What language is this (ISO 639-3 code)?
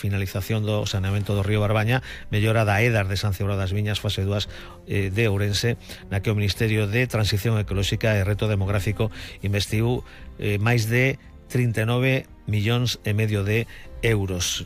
glg